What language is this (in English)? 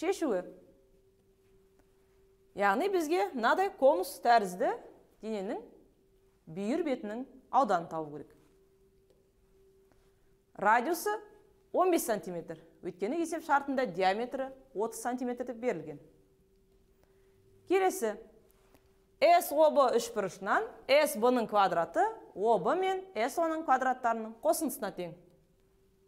Kazakh